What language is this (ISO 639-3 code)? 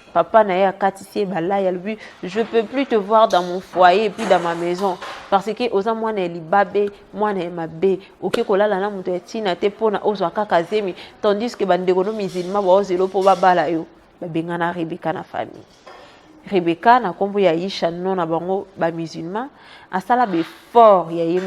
lin